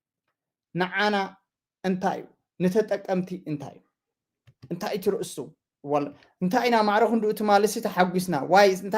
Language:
Tigrinya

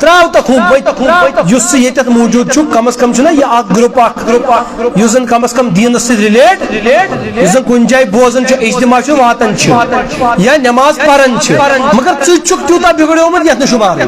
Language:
Kashmiri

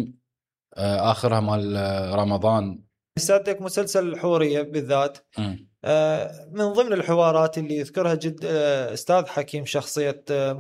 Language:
Mesopotamian Arabic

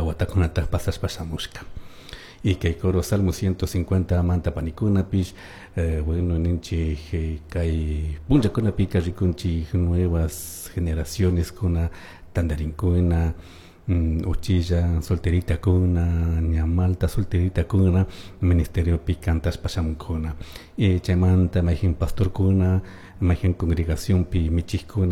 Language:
Chimborazo Highland Quichua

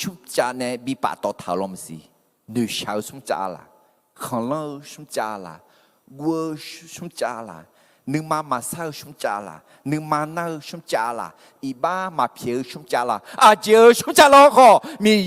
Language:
Akha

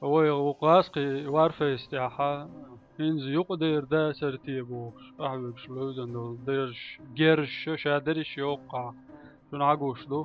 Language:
Chechen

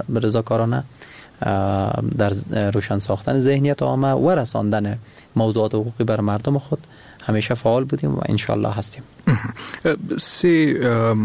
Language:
Persian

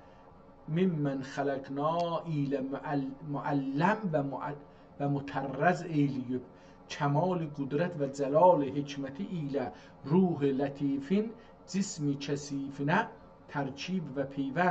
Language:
South Azerbaijani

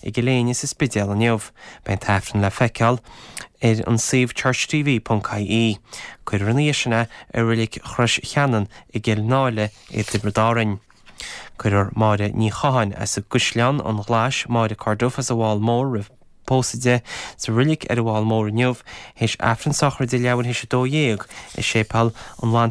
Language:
Irish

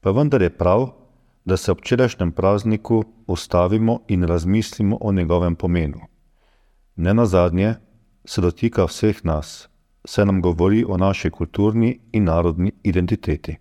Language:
Slovenian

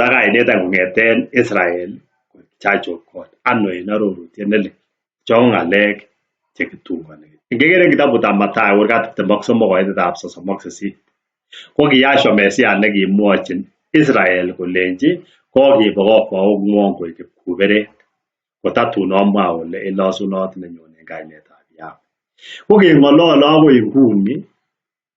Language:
Kalenjin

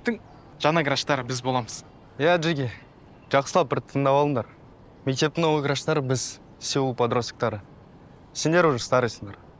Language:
Kazakh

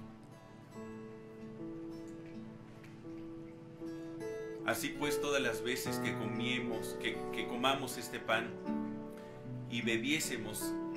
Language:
Spanish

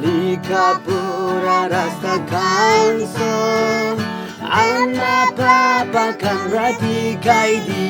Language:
Naga Pidgin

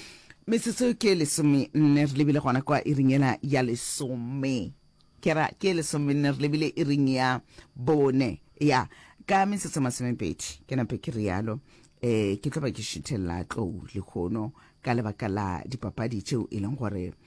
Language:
Northern Sotho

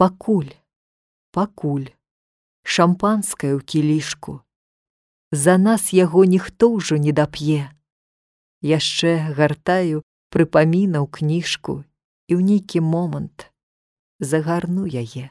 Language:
Belarusian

